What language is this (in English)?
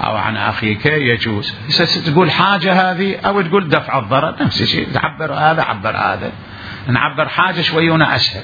Mesopotamian Arabic